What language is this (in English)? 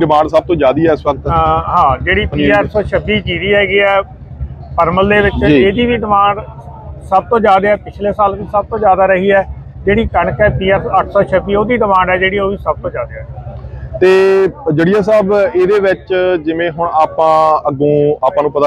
Punjabi